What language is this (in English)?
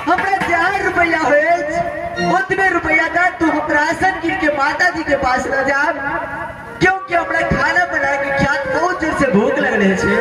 Maithili